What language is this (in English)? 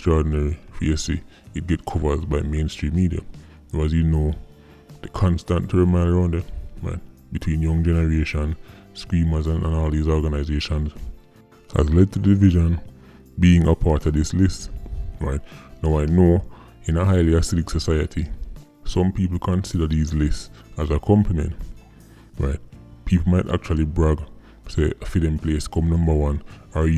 Jamaican Creole English